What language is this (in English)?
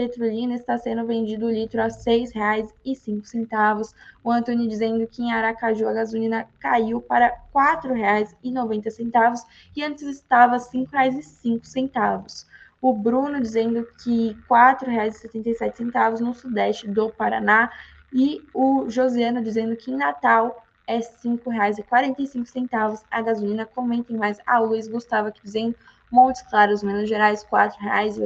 Portuguese